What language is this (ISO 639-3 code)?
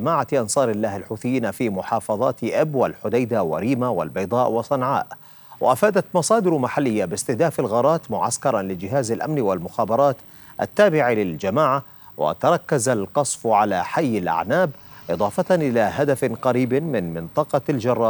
ara